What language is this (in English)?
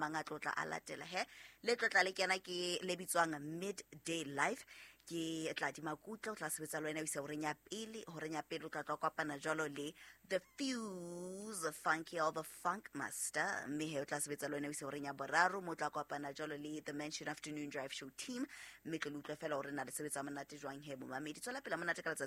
Southern Sotho